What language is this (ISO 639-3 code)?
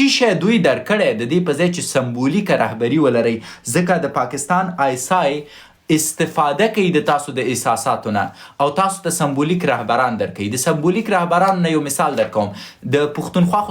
pus